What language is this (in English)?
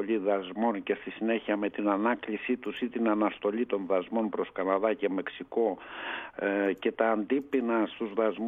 Greek